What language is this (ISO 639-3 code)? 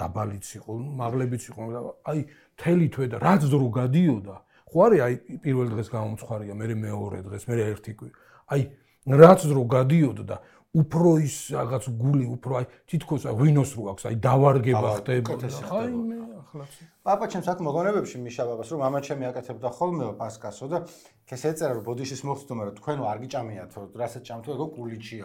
kat